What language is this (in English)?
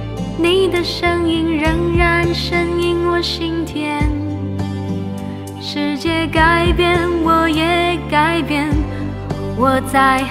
Chinese